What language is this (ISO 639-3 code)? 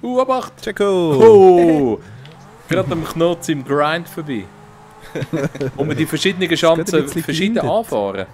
gsw